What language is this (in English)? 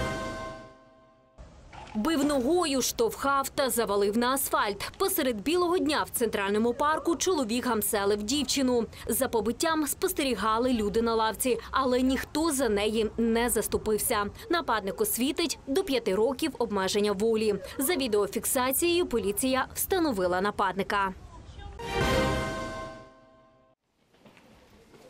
Ukrainian